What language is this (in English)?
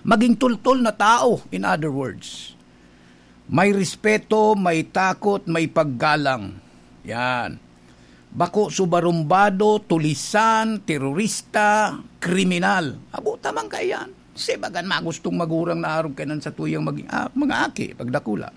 Bikol